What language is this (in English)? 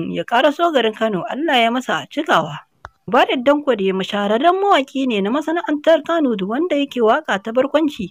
Hausa